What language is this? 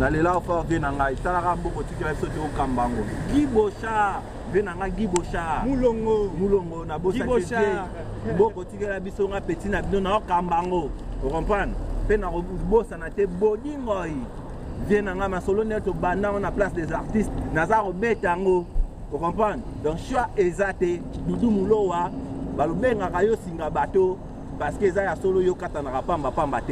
Lingala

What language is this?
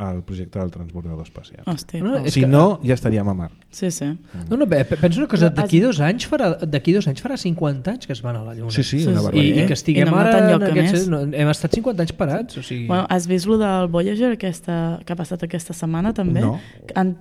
Catalan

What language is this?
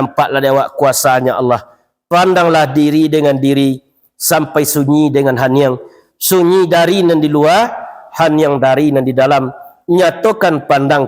Minangkabau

